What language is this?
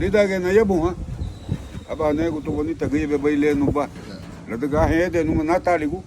Garifuna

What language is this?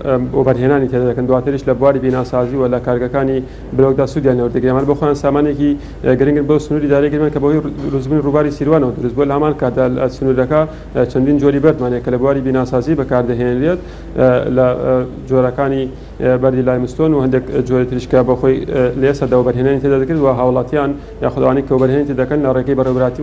Central Kurdish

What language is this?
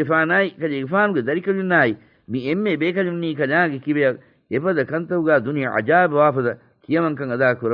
Divehi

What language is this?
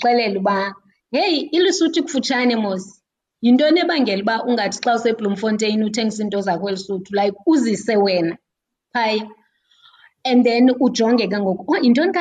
Xhosa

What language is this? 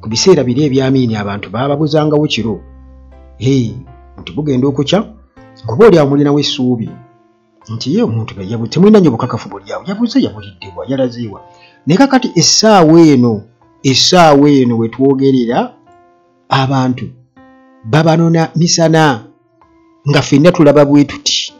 Ganda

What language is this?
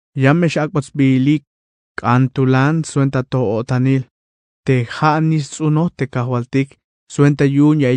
Tzeltal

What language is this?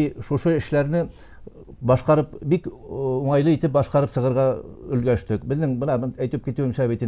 Bashkir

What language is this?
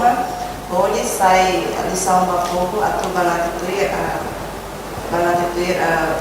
Tetum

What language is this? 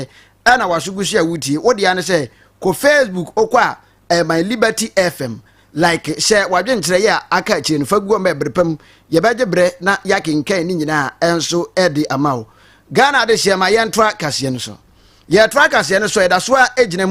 Akan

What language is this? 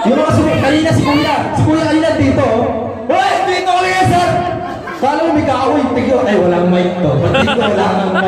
Filipino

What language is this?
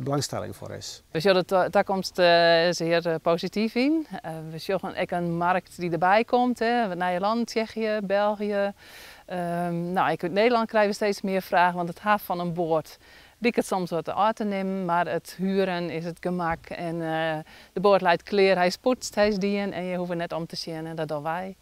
Western Frisian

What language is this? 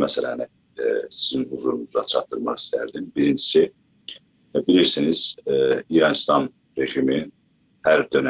South Azerbaijani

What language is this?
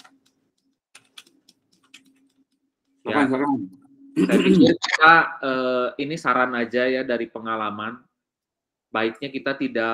Indonesian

